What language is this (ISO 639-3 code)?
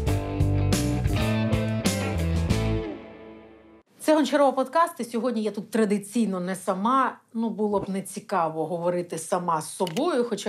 ukr